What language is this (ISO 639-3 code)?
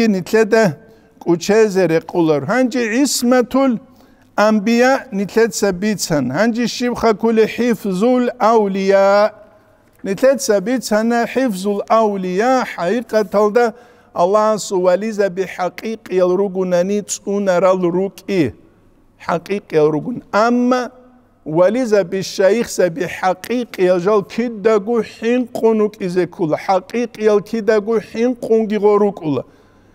ava